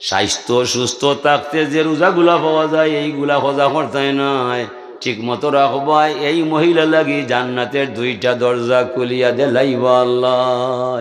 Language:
Sylheti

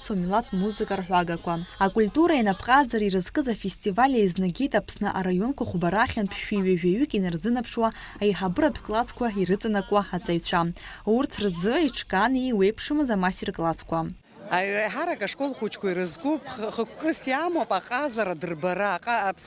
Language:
Abkhazian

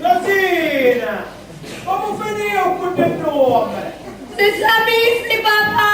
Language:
Sicilian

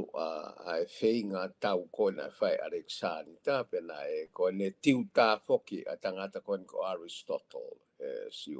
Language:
Tongan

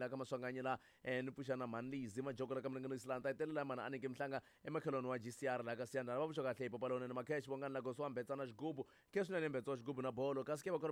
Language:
Tsonga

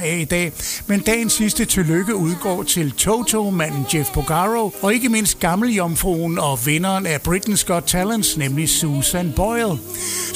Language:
Danish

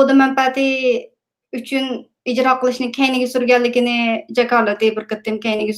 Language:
Uyghur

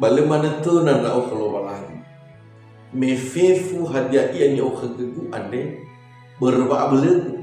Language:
Nias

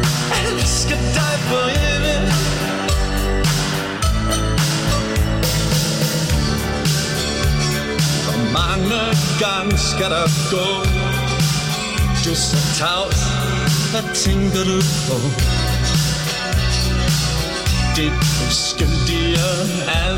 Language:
Danish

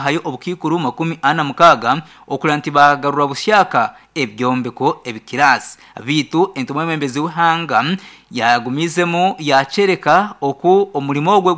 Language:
Nyankole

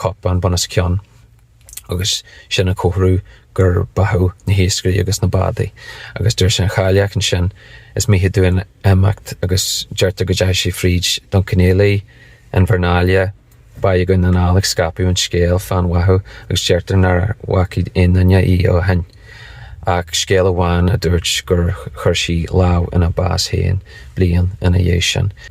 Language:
Irish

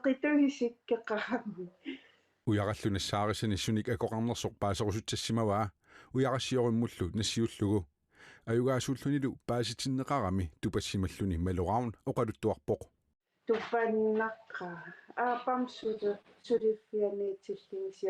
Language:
Kalaallisut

